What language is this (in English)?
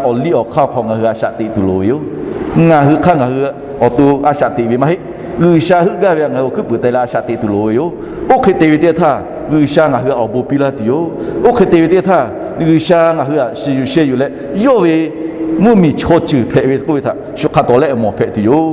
Lahu